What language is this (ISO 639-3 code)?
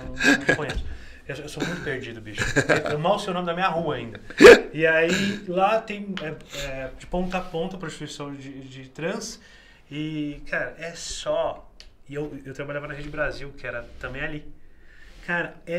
por